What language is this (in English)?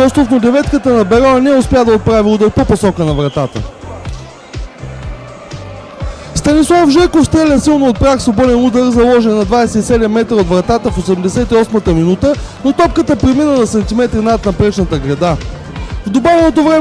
Bulgarian